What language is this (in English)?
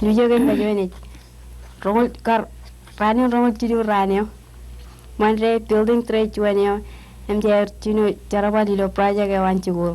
Marshallese